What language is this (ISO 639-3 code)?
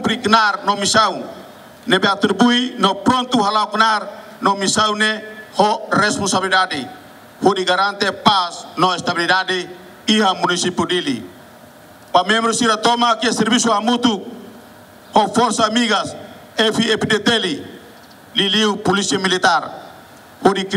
tet